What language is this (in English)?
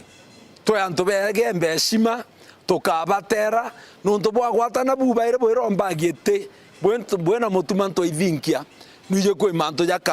Meru